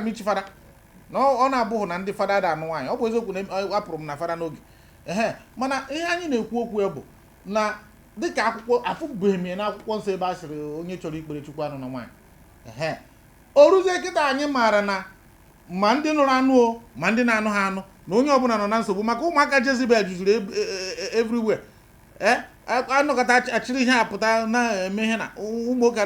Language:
Igbo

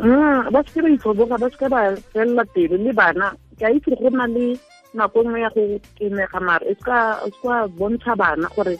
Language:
Tswana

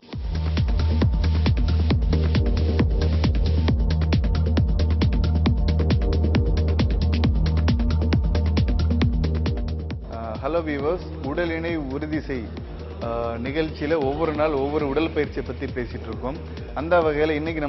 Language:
Tamil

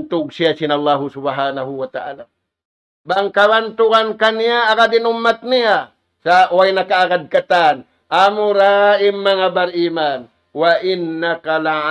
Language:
Tausug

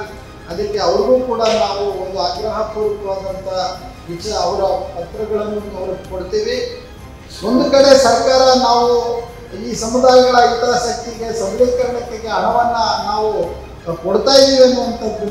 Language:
Kannada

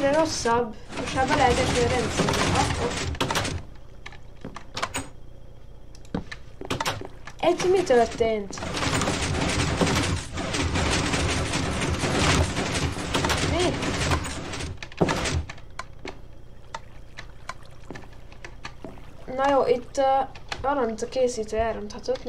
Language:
Hungarian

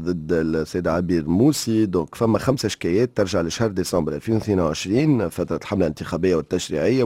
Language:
Tunisian Arabic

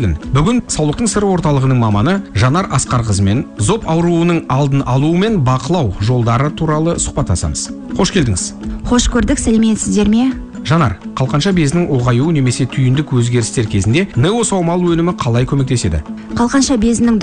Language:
Kazakh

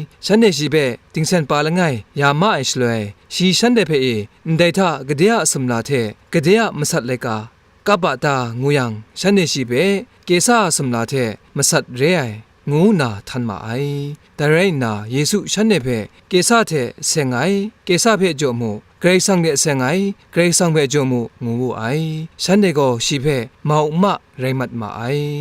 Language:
Kachin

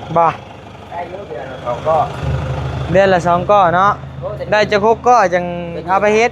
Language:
Lao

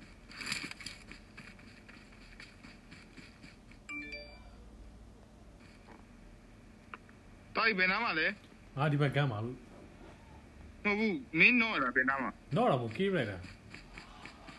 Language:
Burmese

